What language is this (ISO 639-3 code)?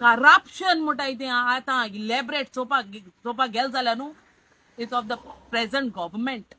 kok